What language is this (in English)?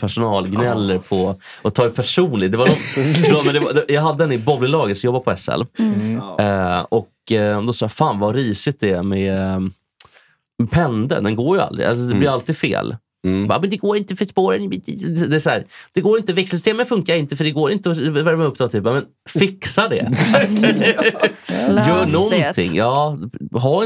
Swedish